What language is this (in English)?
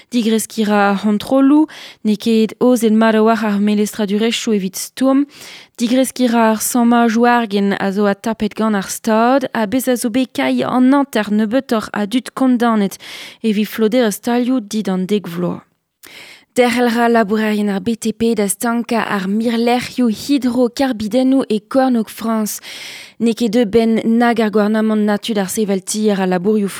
Breton